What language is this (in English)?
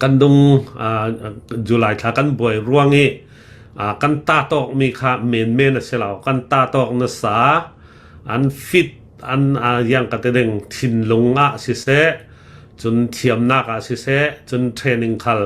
Hakha Chin